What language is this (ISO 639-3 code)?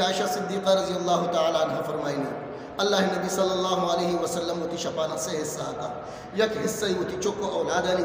bgp